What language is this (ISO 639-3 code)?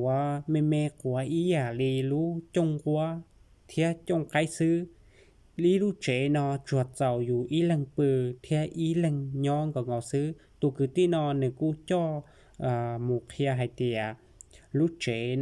hmn